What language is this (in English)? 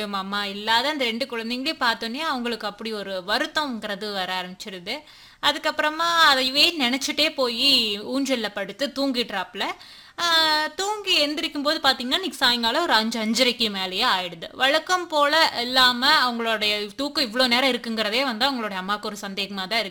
Tamil